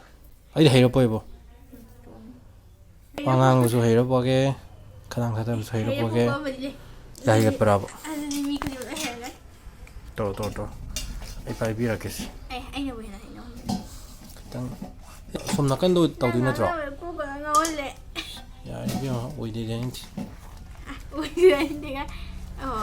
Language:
Manipuri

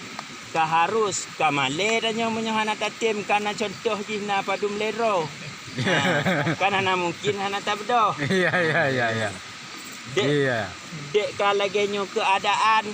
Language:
Achinese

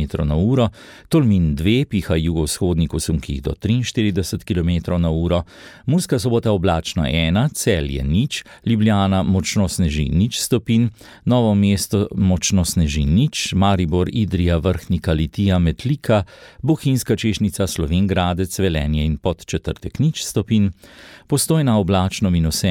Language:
Slovenian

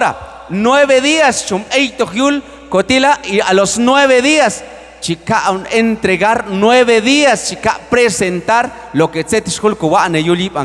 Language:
Q'anjob'al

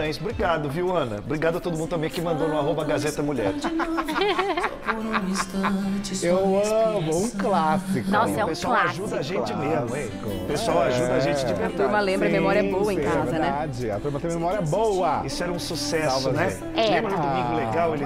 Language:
Portuguese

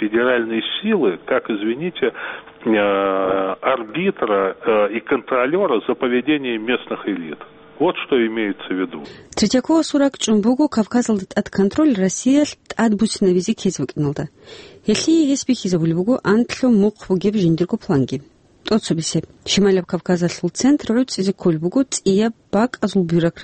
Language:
Avaric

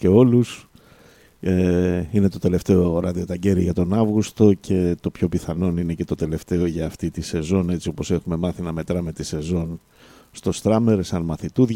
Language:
Greek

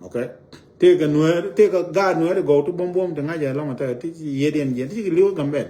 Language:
Nuer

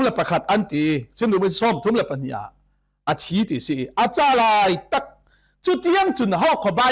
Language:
Falam Chin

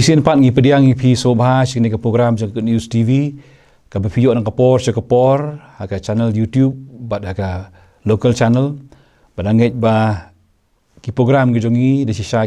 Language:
Khasi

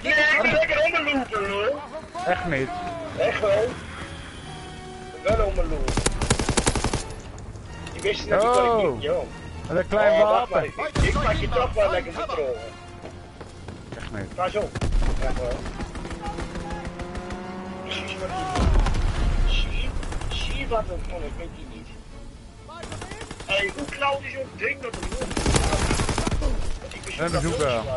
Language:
Dutch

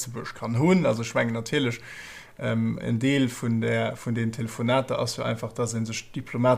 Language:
Luxembourgish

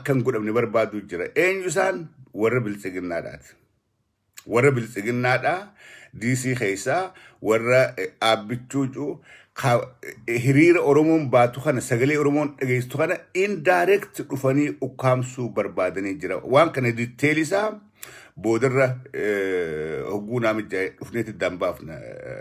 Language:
Oromo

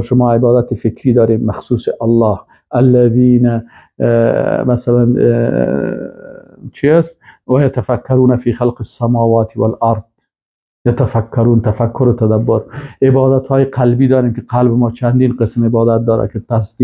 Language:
Persian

